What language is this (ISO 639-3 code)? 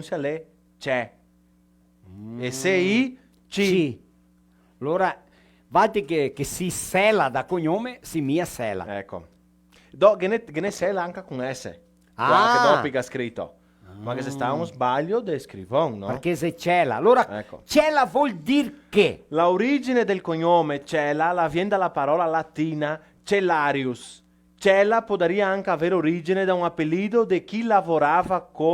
vec